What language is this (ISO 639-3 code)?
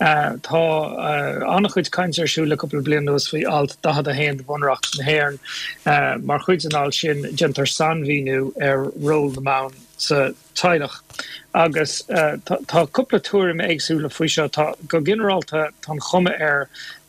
gle